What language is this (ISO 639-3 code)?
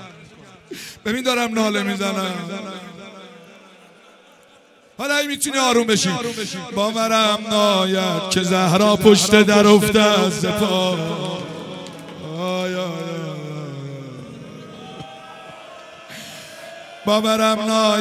fas